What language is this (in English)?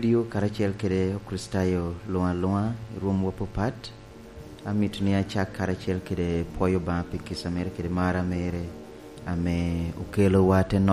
Lango (Uganda)